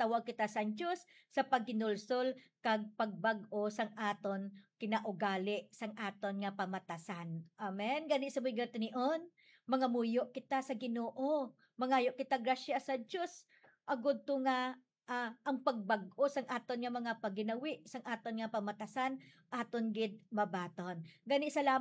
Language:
Hiligaynon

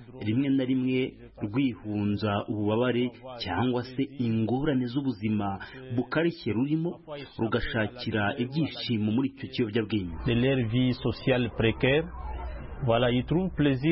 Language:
Kinyarwanda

